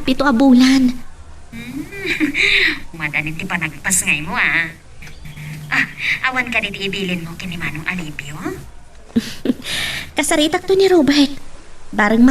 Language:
Iloko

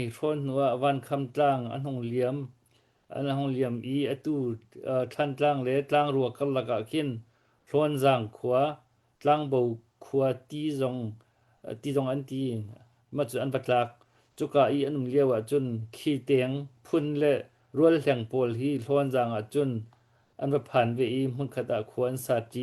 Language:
Hakha Chin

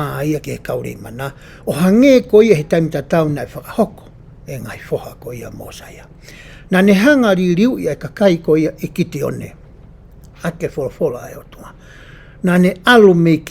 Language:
Tongan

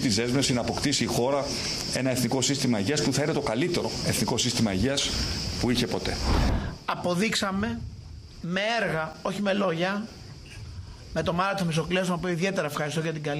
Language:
Greek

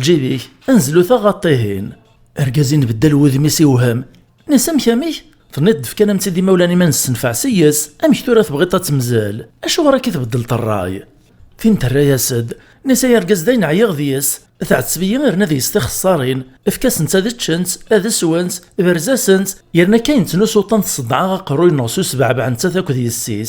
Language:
Kabyle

